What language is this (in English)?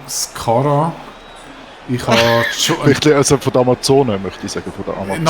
Swiss German